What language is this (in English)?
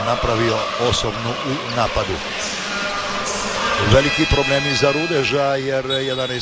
Croatian